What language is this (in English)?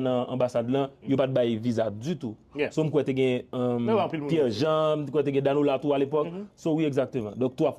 Haitian Creole